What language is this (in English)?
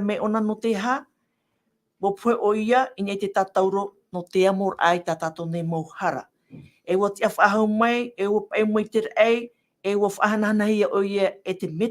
Tahitian